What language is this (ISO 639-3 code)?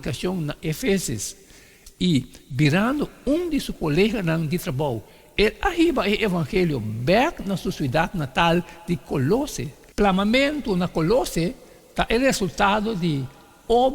pap